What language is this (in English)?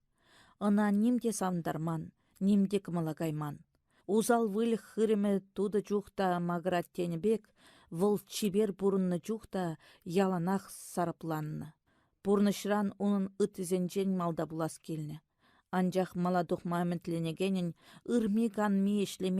Chuvash